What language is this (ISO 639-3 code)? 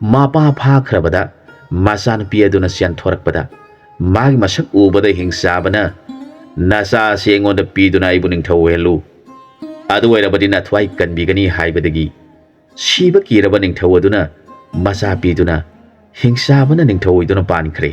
mni